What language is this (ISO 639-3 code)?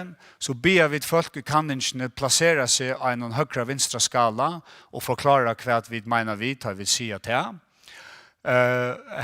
fao